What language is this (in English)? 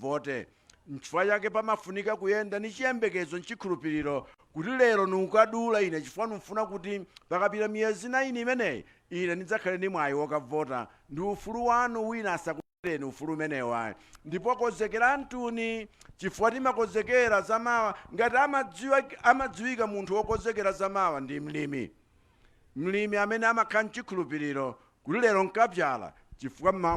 Nyanja